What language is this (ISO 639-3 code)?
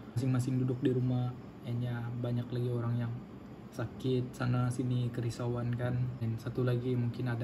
msa